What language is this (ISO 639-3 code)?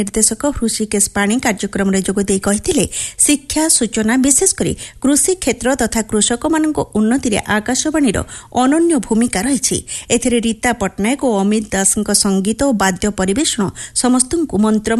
ori